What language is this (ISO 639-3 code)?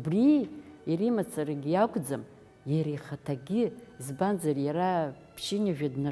abk